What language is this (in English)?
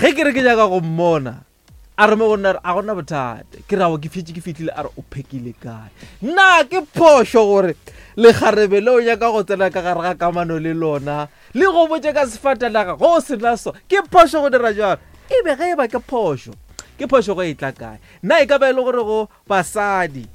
Northern Sotho